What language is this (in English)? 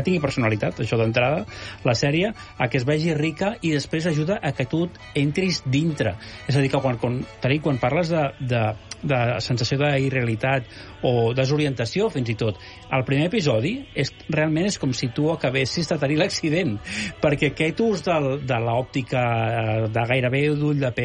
Catalan